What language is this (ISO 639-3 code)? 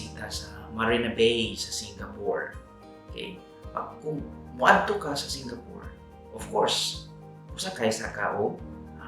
ceb